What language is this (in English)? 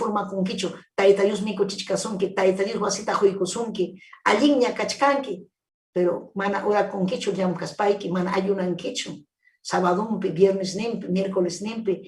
Ayacucho Quechua